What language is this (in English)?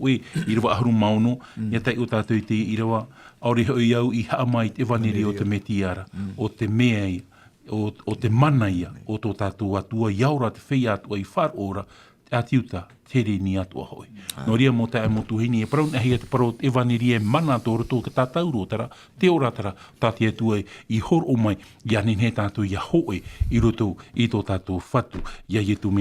Tahitian